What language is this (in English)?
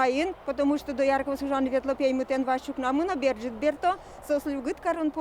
Udmurt